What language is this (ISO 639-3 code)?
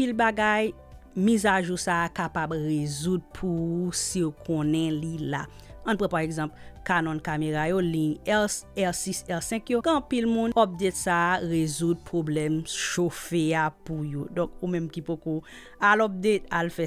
hat